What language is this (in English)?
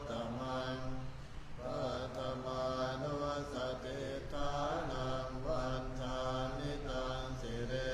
Pali